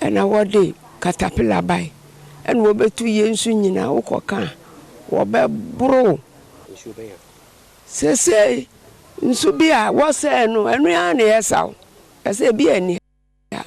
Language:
Akan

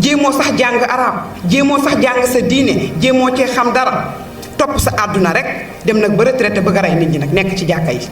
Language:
Wolof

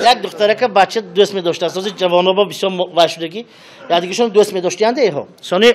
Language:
Tajik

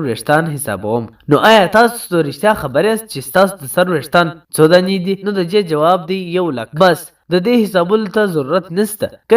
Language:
Pashto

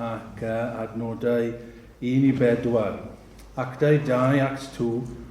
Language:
Welsh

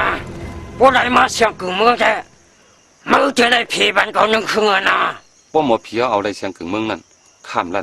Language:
Shan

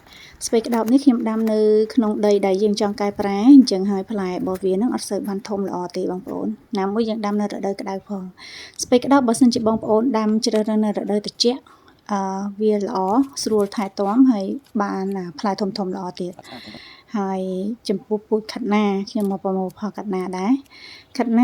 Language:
Khmer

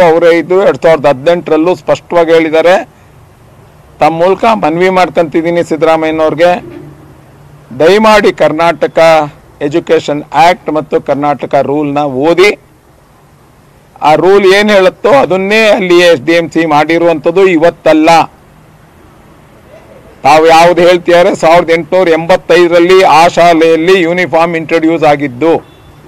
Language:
Kannada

